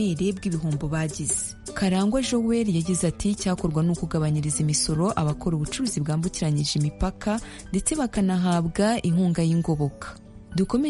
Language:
Kinyarwanda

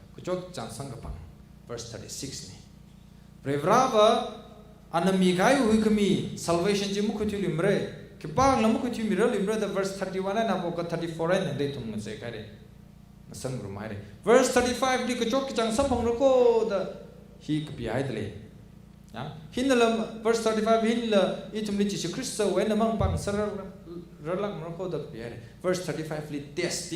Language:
Tangkhul Naga (India)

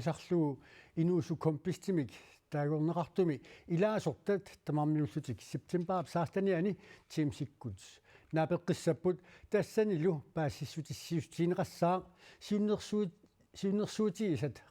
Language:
Kalaallisut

